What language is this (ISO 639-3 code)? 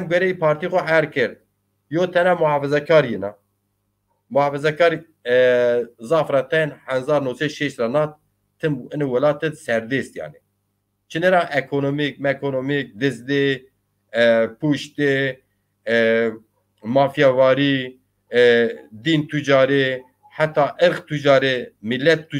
zza